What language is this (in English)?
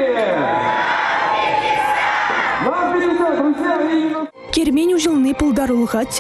Chuvash